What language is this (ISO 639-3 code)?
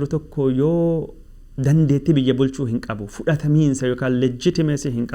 orm